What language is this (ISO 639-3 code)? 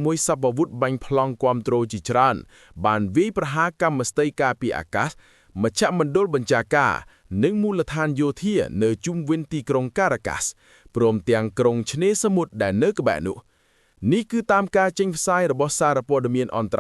khm